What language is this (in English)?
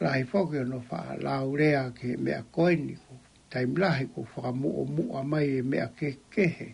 Tongan